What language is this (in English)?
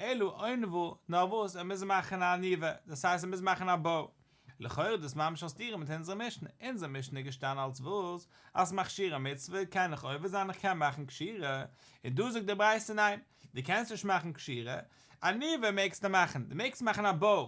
Yiddish